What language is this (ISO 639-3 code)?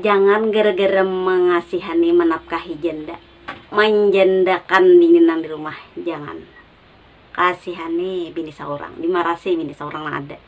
bjn